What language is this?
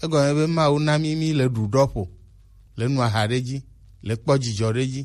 Gen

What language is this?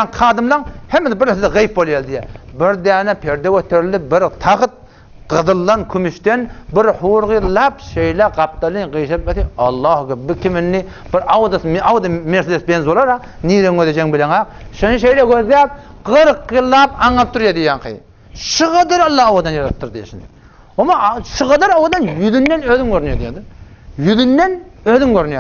Turkmen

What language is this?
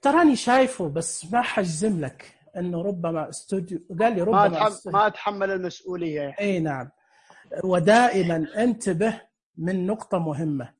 Najdi Arabic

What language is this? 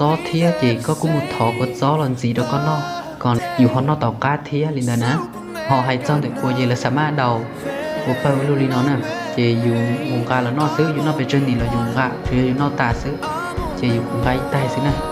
Hmong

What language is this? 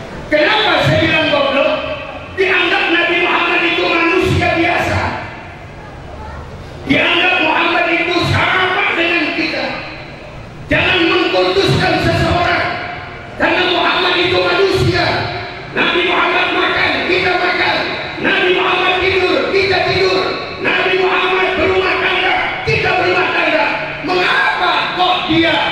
Indonesian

